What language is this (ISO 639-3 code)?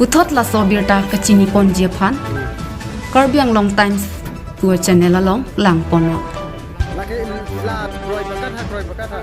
mjw